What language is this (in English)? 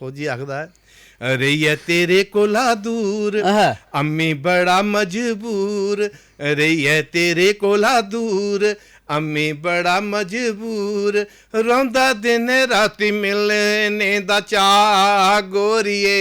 Dogri